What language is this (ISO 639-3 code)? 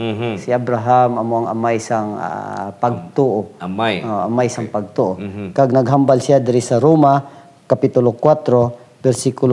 hil